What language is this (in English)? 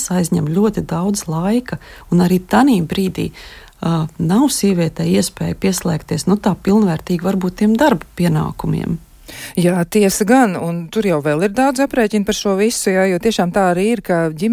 Latvian